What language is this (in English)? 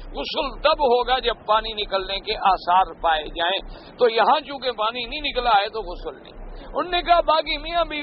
Urdu